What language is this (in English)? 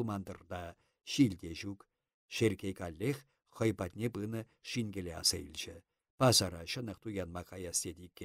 Chuvash